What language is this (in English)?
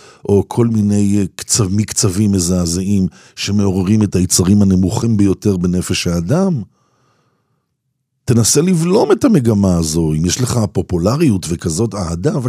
Hebrew